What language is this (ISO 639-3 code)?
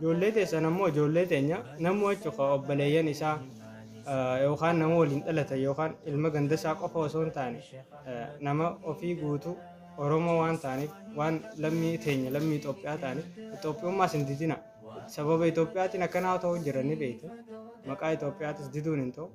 orm